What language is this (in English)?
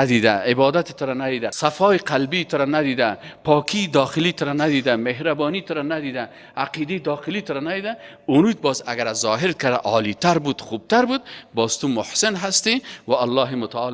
Persian